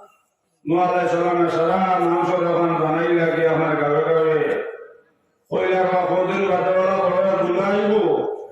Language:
Sylheti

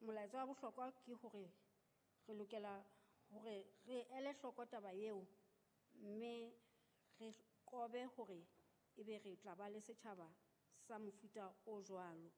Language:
Southern Sotho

